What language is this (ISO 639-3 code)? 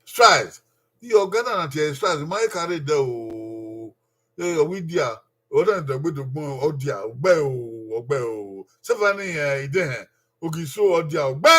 bin